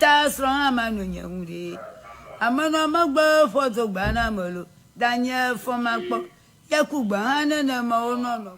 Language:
Ewe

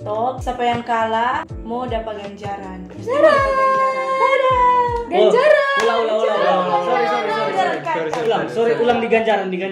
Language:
Manado Malay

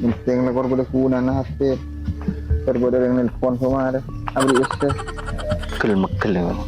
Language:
Madurese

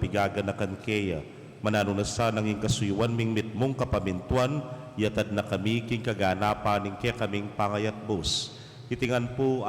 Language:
Pampanga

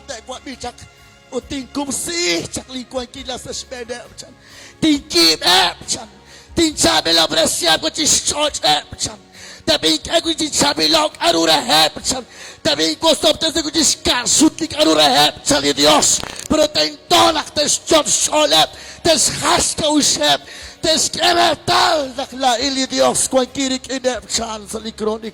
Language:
Kekchí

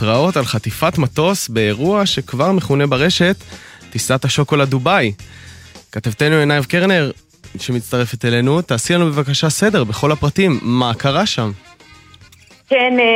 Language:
Hebrew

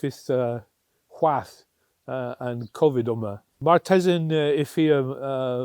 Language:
Cornish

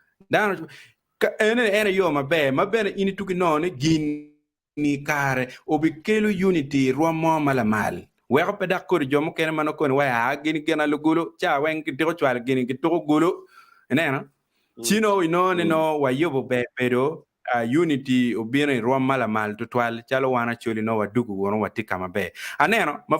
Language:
Acoli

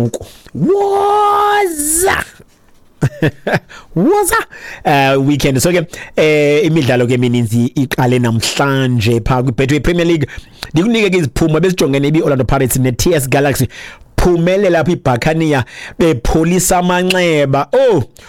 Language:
Xhosa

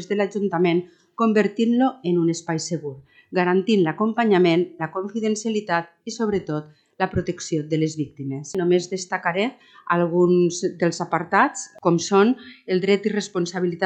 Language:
Catalan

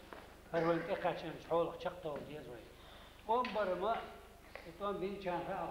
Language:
Chechen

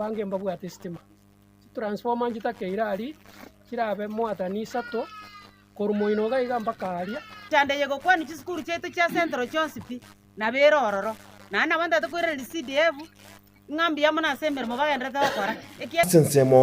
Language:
Gusii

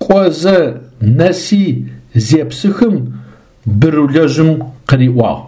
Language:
Adyghe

